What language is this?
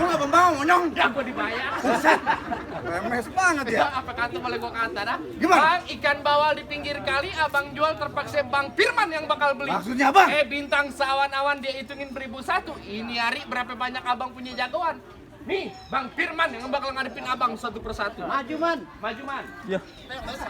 Betawi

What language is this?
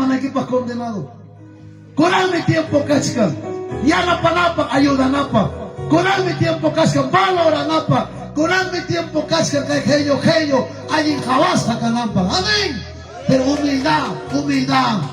Ayacucho Quechua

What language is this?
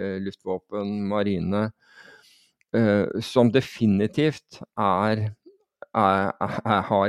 Norwegian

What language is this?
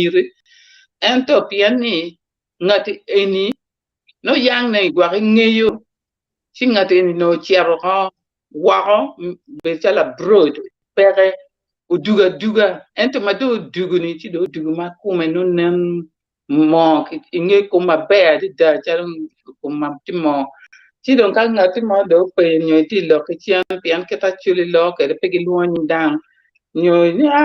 Acoli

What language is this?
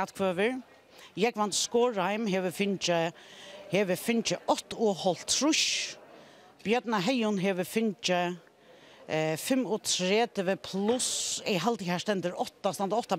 Faroese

